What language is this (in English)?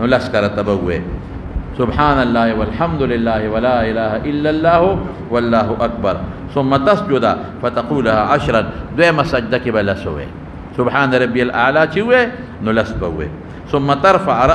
Pashto